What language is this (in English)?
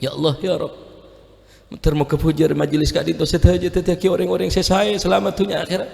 Madurese